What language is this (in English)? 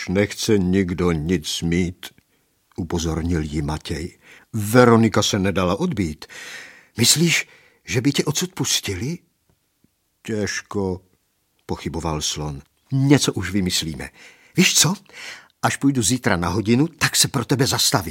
Czech